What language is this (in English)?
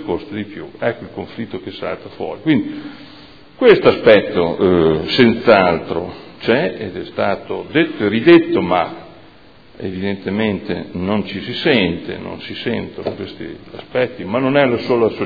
Italian